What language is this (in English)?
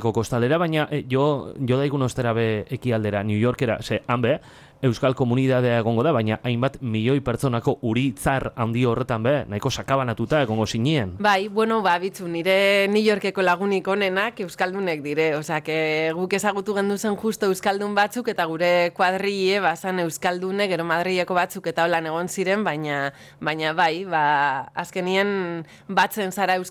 Basque